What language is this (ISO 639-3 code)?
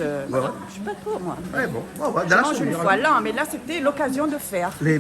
rcf